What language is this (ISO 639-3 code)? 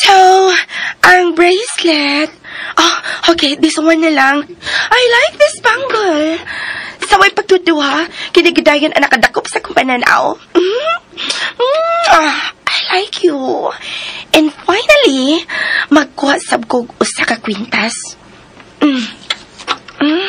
ceb